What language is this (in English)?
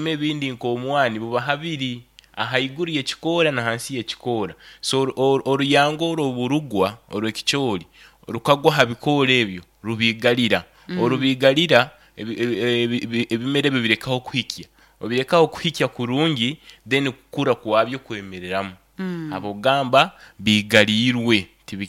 Nyoro